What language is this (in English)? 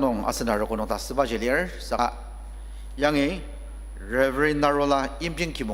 Ao Naga